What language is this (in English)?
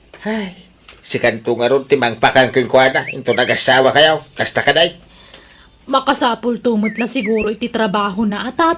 Iloko